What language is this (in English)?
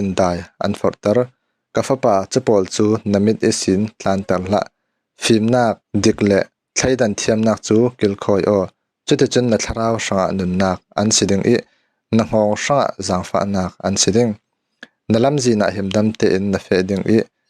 Falam Chin